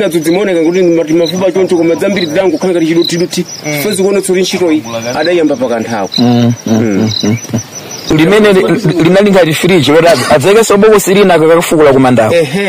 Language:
Nyanja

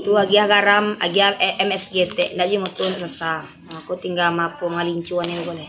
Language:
Minangkabau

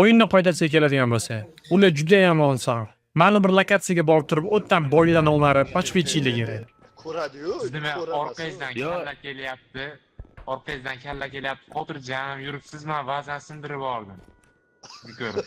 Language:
Uzbek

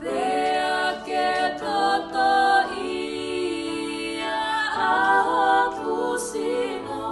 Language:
Tongan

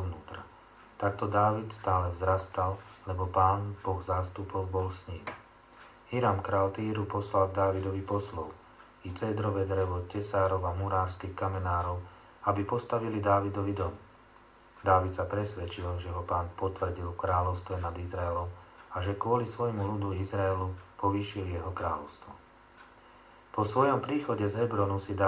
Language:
Slovak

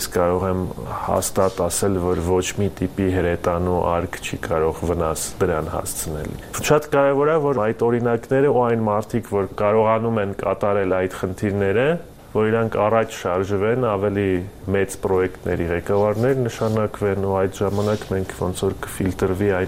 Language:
Armenian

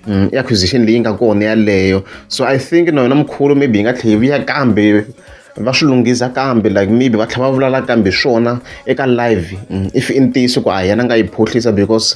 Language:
Tsonga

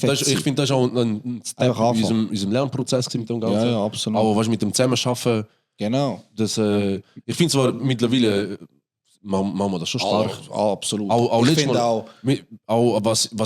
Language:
Swiss German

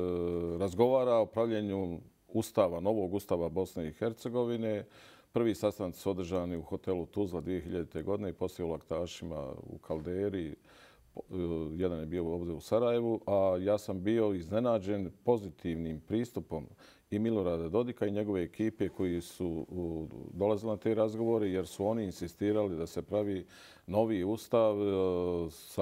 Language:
Bosnian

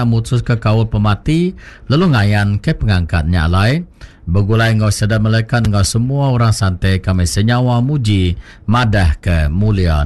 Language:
Iban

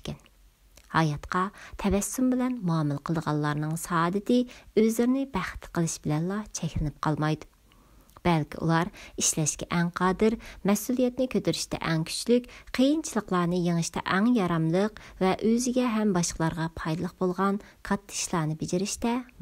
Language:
Uyghur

